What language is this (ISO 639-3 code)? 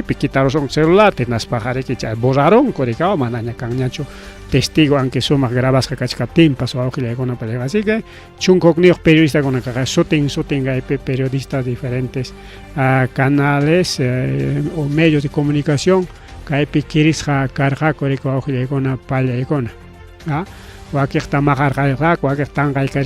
quy